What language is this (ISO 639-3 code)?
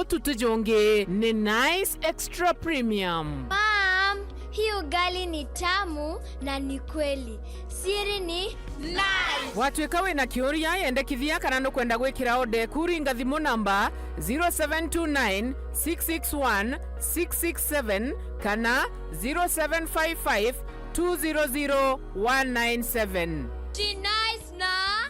mer